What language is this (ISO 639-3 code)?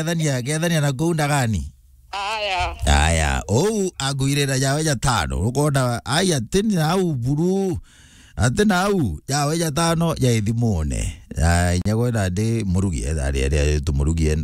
mer